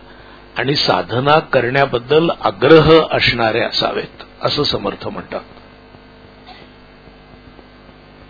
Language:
Marathi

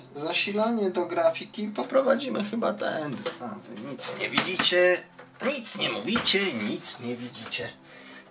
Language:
Polish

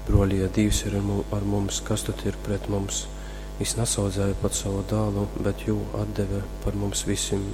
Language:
Latgalian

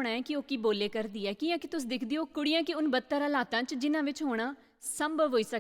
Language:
Dogri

